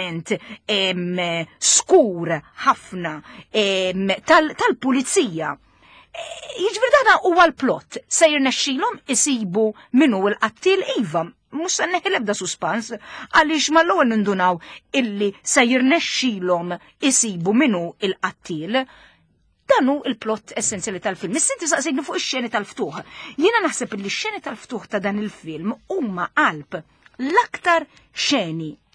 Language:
Maltese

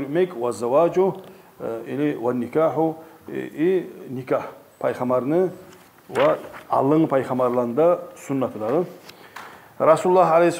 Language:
Kumyk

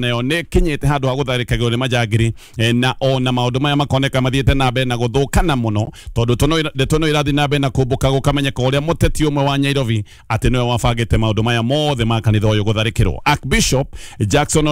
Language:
Kikuyu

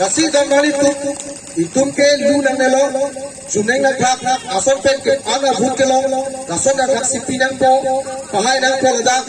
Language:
Karbi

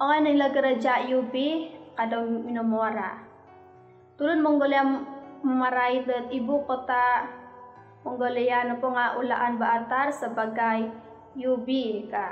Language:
Central Dusun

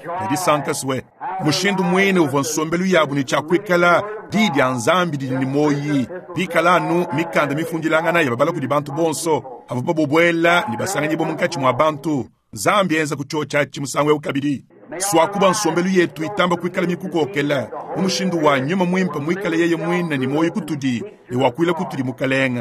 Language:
Luba-Lulua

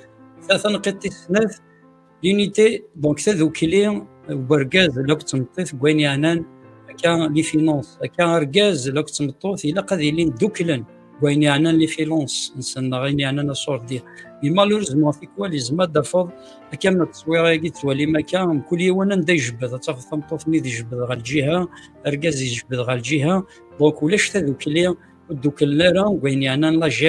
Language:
Kabyle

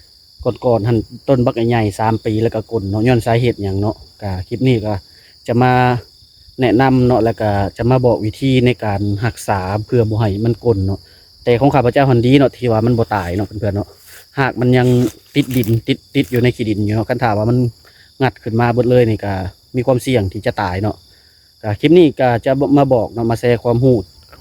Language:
Lao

